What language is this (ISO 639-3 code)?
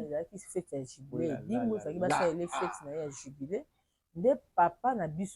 lin